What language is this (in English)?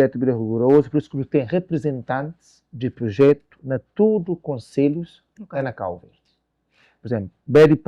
Kabuverdianu